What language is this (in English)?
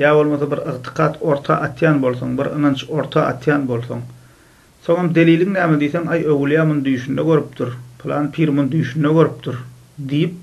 Turkmen